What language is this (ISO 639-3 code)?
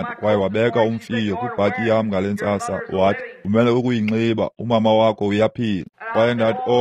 xho